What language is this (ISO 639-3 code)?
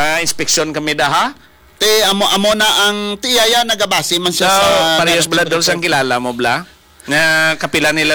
hil